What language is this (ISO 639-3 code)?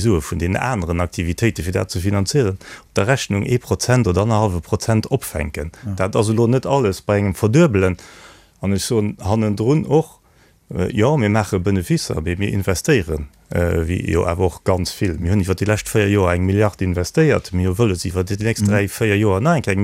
ltz